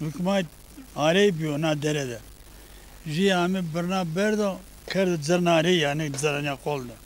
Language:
Zaza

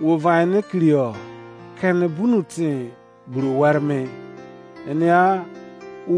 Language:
Izon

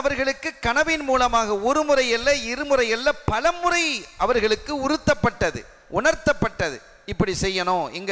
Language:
Tamil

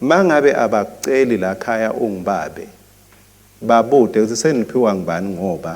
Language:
Swati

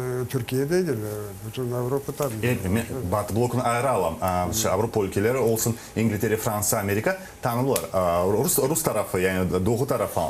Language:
Crimean Tatar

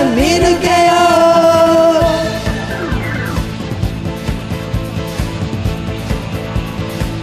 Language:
Japanese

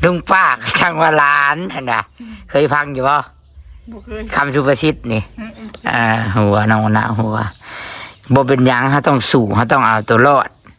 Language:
Northeastern Thai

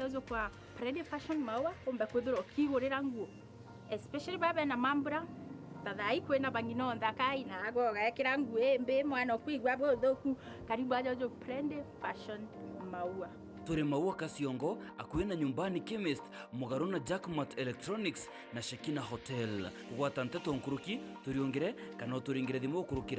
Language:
Meru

